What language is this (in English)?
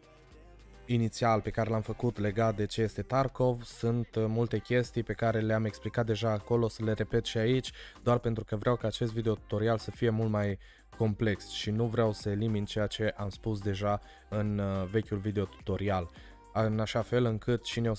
Romanian